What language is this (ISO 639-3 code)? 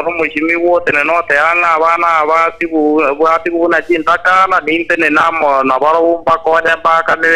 guz